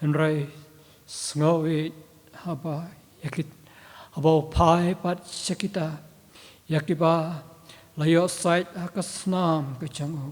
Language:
Khasi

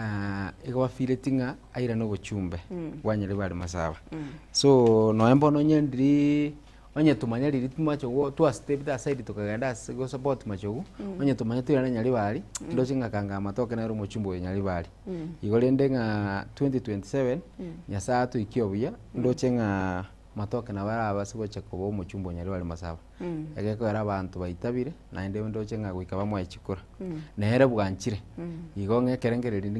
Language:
Gusii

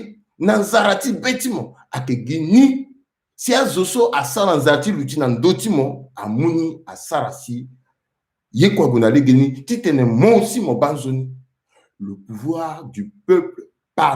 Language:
Sango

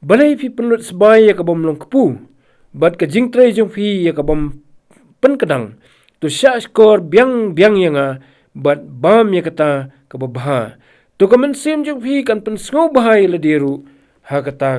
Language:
Khasi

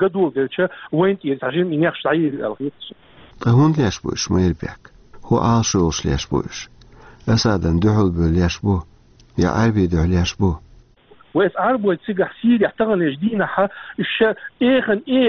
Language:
Chechen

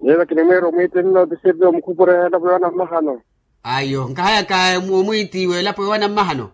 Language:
Makhuwa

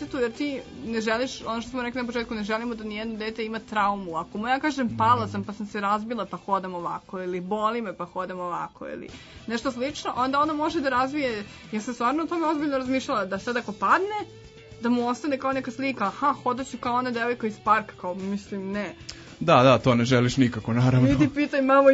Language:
Serbian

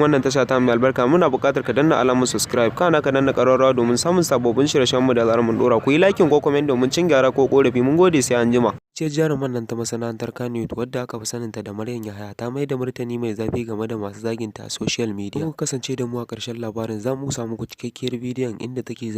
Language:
Hausa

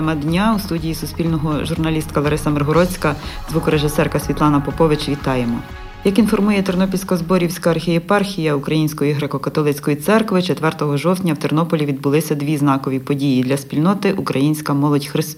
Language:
Ukrainian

